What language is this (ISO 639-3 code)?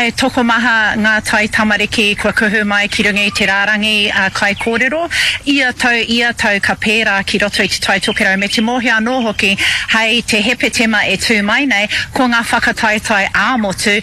mri